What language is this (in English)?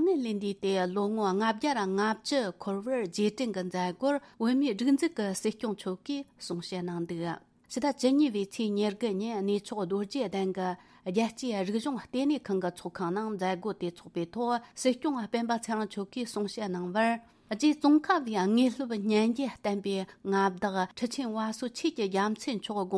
Tibetan